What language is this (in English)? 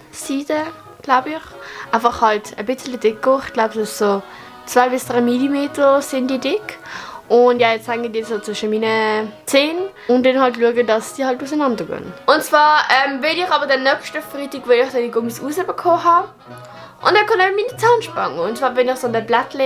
Swiss German